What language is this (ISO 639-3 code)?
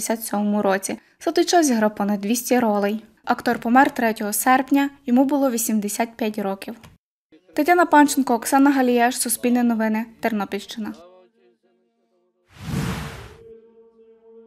ukr